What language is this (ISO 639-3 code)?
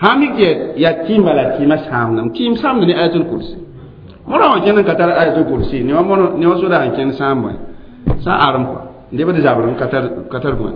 mos